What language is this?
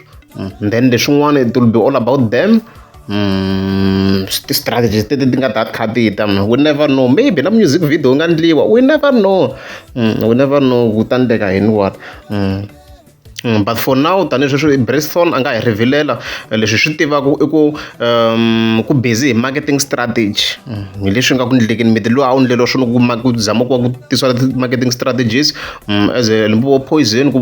Tsonga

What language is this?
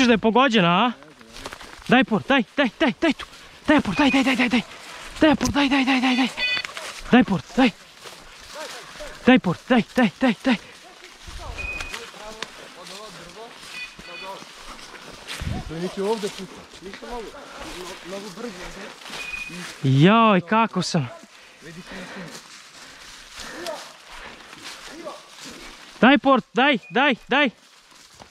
Croatian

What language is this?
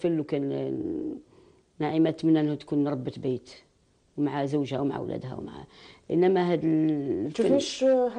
Algerian Arabic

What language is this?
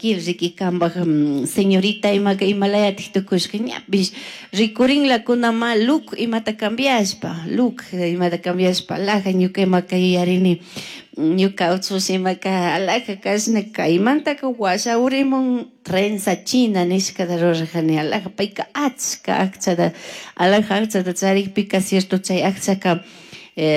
Chimborazo Highland Quichua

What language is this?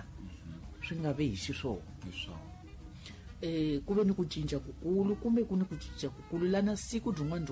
Tsonga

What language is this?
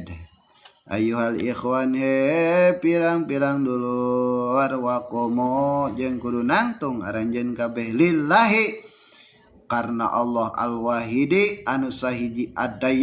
Sundanese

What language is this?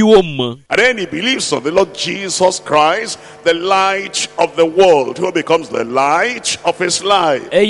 Ewe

